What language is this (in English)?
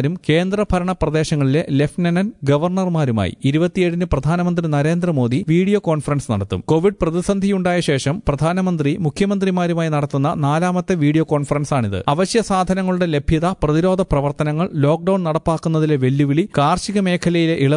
Malayalam